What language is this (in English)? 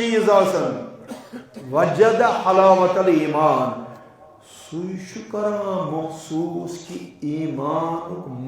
Kashmiri